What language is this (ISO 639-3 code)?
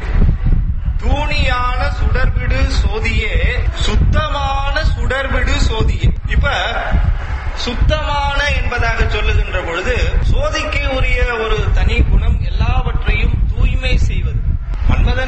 tam